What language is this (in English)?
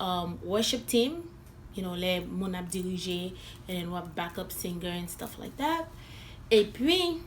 Haitian Creole